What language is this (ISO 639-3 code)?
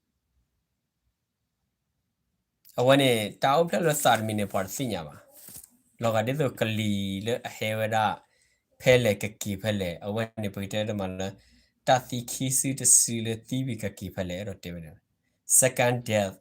ksw